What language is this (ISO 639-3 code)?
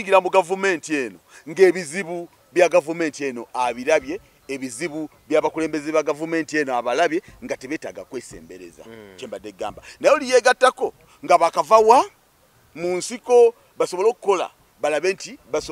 lug